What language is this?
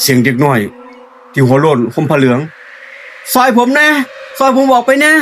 Northeastern Thai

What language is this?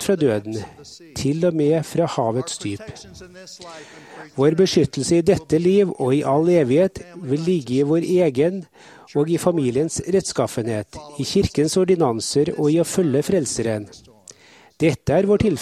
Norwegian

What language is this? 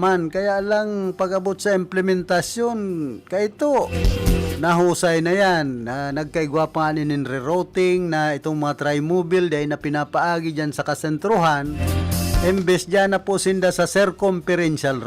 Bikol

